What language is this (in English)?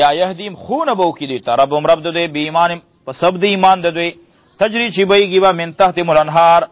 Pashto